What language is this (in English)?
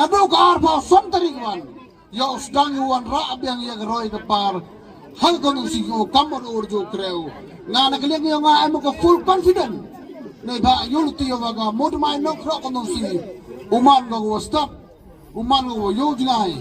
Khasi